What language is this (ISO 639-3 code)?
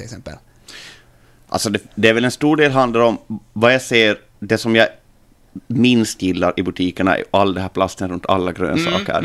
swe